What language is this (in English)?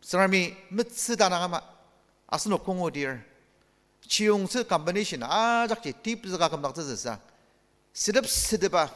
Ao Naga